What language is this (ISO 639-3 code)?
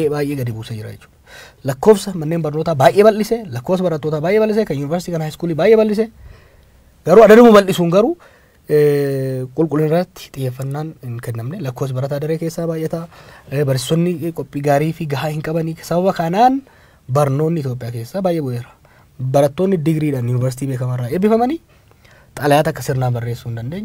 orm